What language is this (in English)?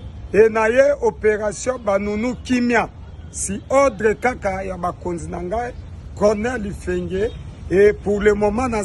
Lingala